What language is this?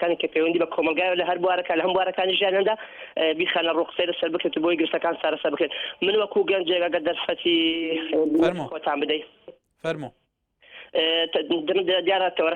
Central Kurdish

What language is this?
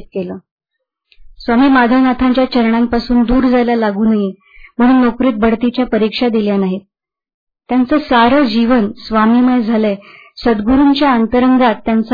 Marathi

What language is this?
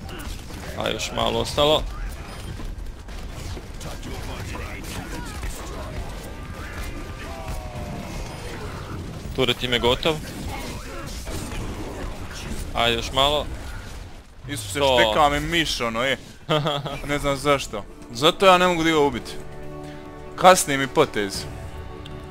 Croatian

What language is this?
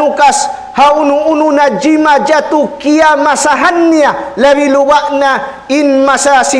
Tausug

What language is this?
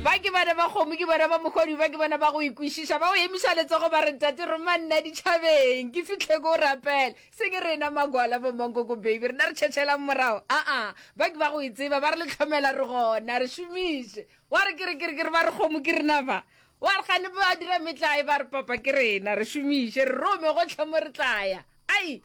Northern Sotho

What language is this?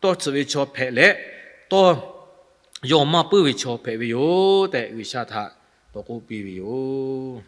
Lahu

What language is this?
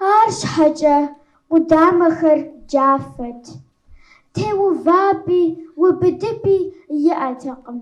Kabardian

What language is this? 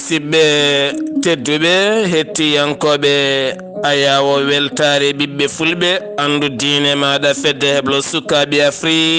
Fula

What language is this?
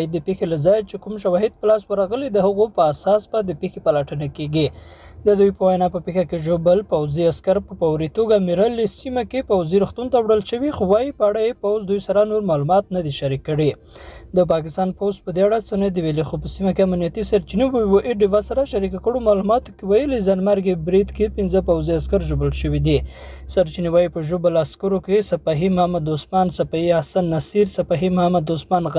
Pashto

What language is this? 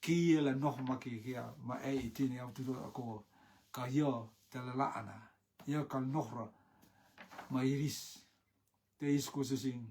Rotuman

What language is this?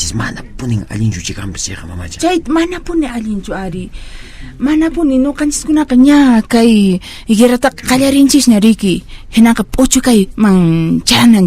Quechua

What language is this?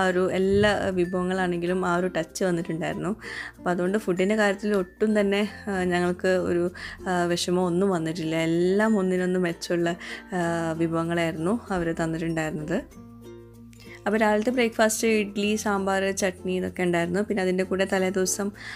Malayalam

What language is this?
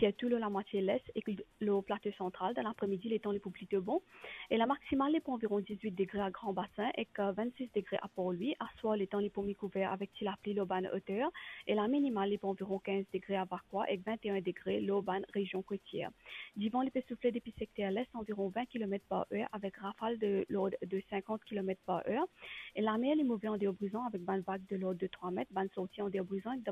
Morisyen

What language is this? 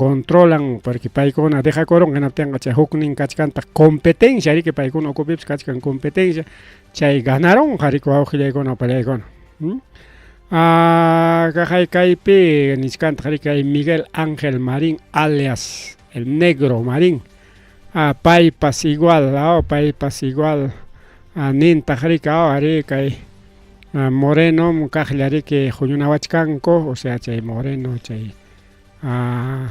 Ayacucho Quechua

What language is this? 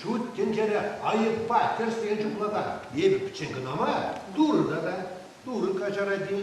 Chuvash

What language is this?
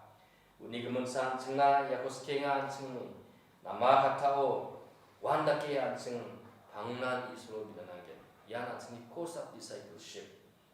Garo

